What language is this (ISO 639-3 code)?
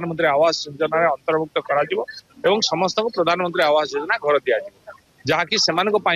ori